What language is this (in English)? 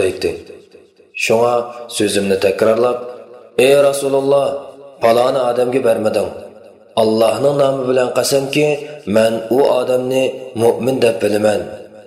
Uyghur